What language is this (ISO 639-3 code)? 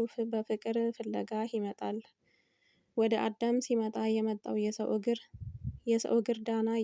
amh